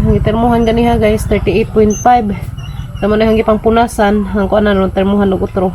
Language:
Cebuano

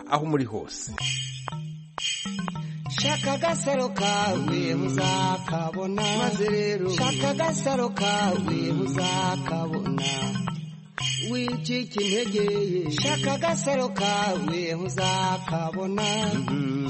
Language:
Kinyarwanda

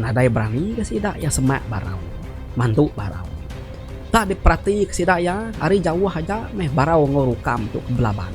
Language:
Iban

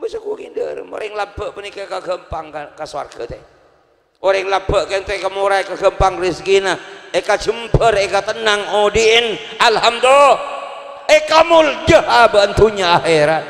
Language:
Madurese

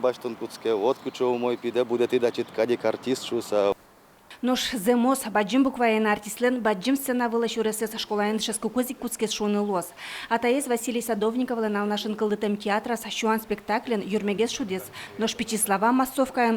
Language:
Udmurt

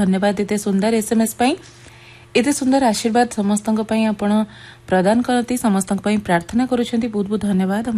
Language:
Odia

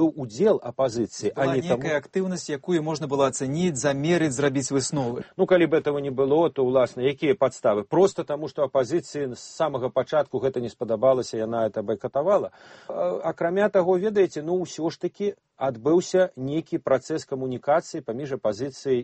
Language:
Belarusian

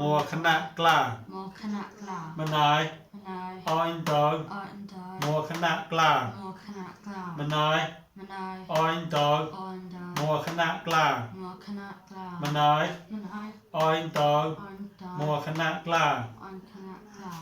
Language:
Mon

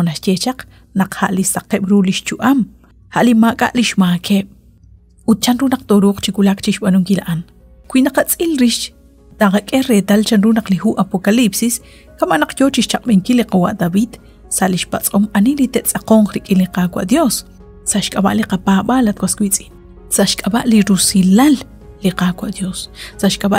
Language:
Kekchí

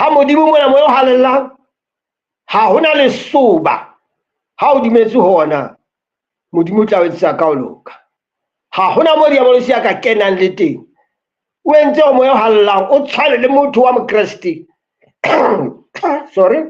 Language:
Southern Sotho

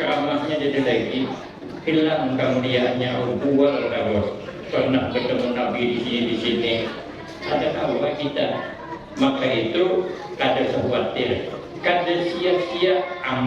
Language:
Banjar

